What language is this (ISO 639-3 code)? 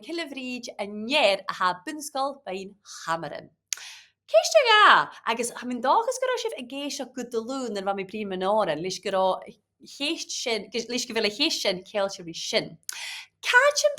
gla